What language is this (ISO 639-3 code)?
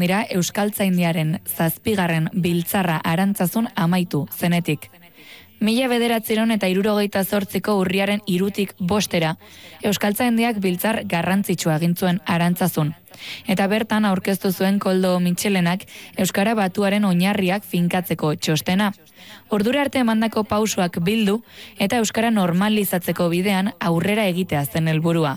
eus